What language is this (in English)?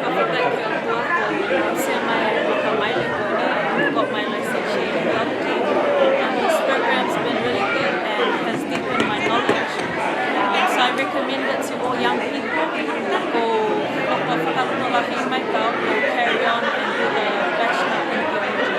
Tongan